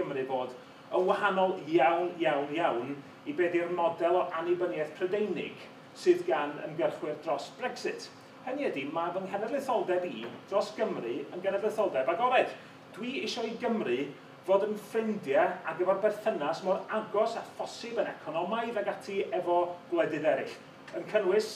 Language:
Welsh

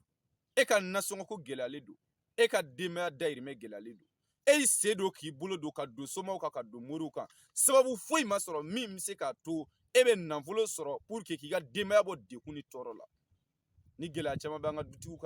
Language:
Bambara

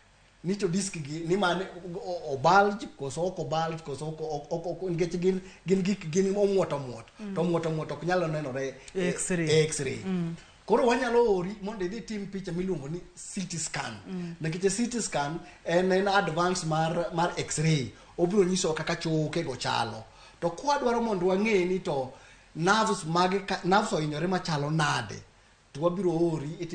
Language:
Luo (Kenya and Tanzania)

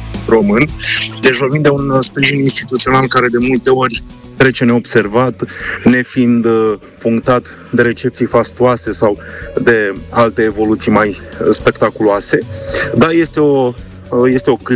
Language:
Romanian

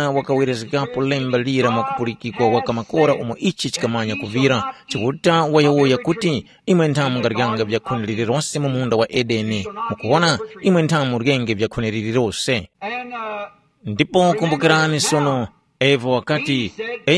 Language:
Tumbuka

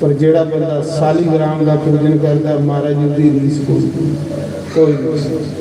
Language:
Dogri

